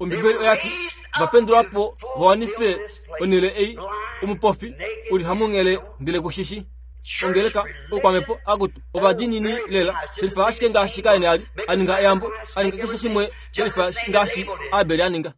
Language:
Kuanyama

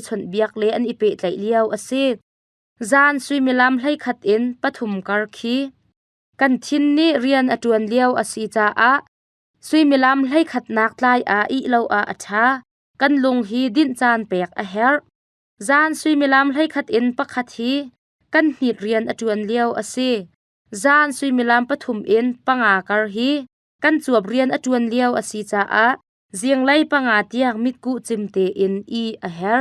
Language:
Hakha Chin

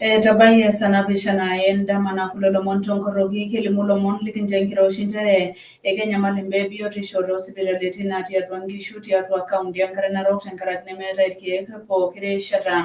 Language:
Masai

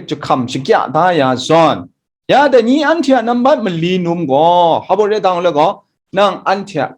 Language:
Kachin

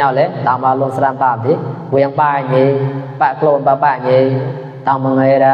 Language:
Mon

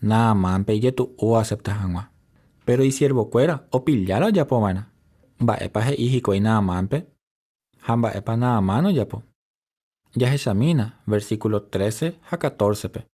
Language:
Guarani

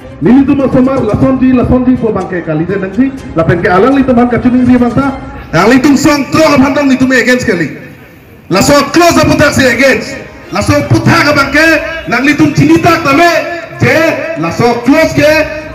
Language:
Karbi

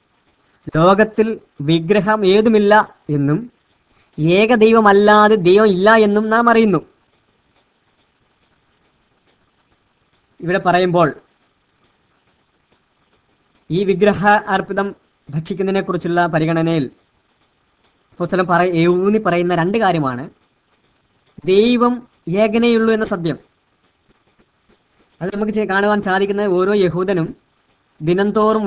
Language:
Malayalam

